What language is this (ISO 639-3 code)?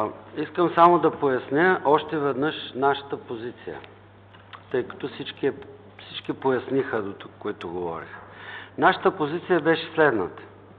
bul